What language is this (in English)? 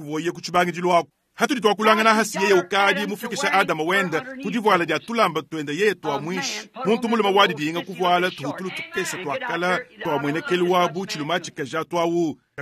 Luba-Lulua